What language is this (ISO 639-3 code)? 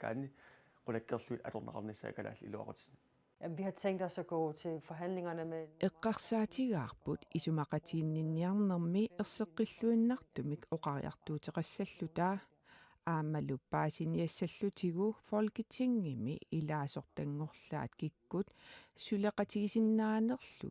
kal